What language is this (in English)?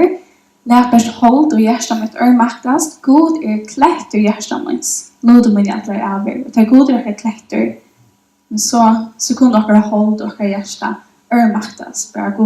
Faroese